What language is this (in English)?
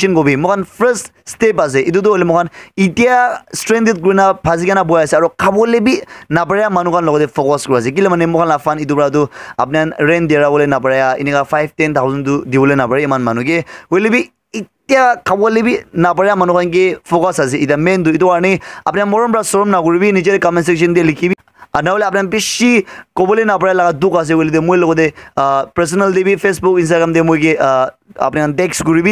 Naga Pidgin